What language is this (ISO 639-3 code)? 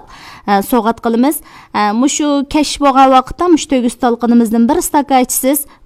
uig